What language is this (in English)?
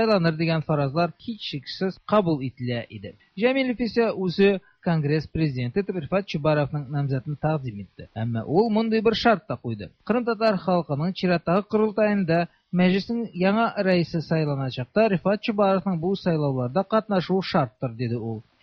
Tatar